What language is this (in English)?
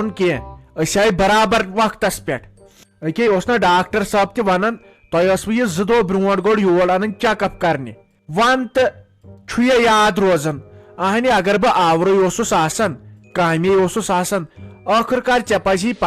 Kashmiri